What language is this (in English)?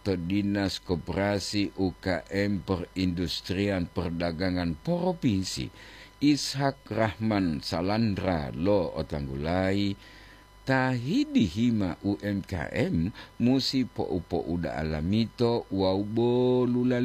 Gorontalo